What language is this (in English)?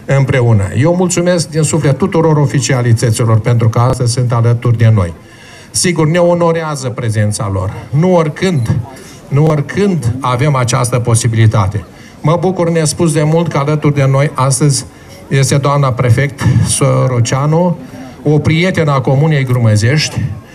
Romanian